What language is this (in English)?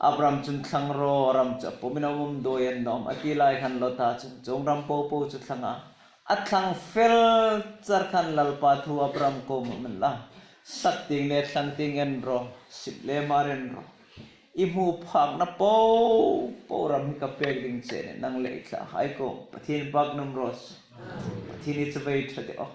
Hmar